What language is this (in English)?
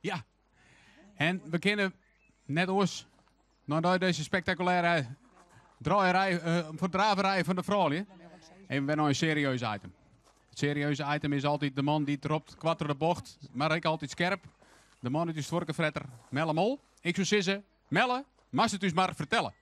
Western Frisian